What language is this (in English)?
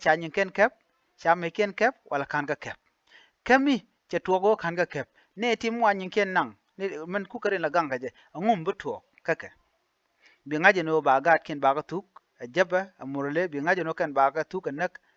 Nuer